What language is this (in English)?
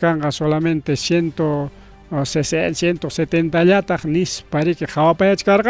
Ayacucho Quechua